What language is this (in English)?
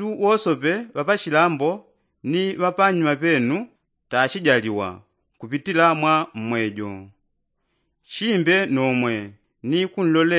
Yao